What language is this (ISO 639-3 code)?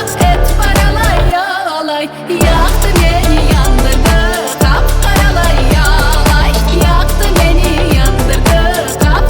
crh